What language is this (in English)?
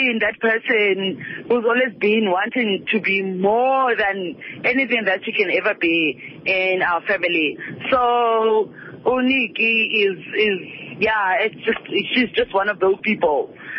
Xhosa